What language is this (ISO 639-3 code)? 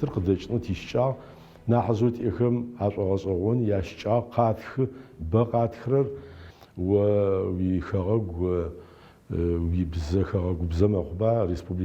ady